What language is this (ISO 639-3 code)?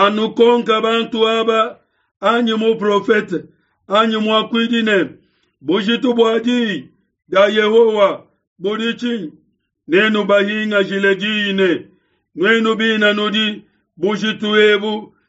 lua